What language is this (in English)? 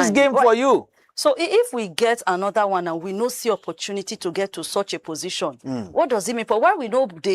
Nigerian Pidgin